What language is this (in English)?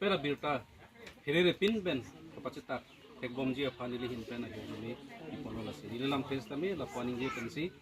Karbi